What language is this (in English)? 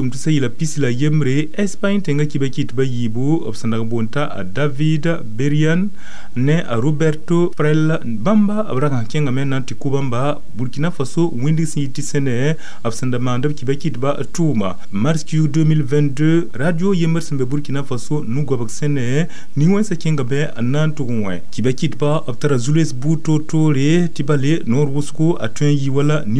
Mossi